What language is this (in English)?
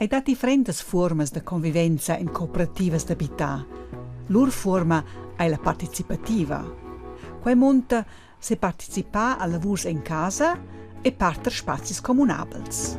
Romansh